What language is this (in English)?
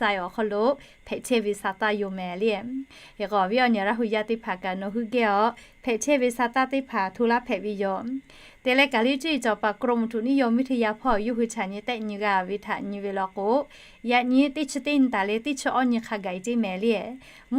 Lahu